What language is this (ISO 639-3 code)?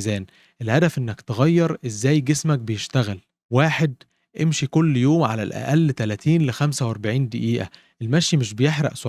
arz